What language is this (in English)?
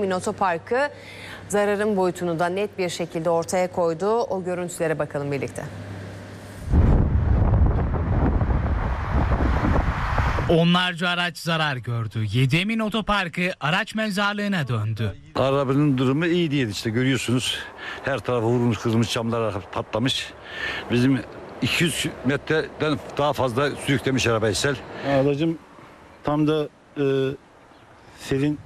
Turkish